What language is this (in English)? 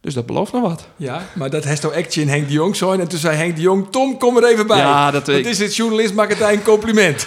Western Frisian